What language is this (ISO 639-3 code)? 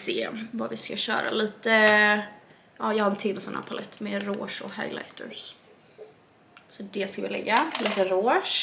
swe